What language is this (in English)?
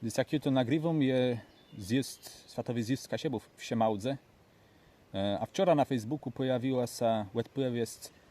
Kashubian